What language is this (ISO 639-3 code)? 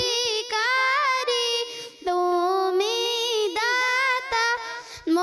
ben